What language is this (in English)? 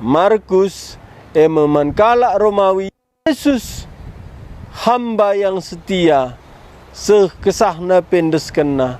Batak Karo